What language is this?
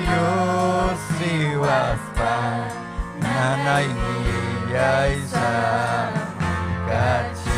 Ayacucho Quechua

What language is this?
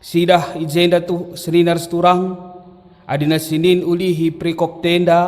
Batak Karo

